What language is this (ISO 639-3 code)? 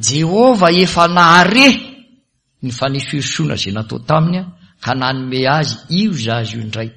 mlg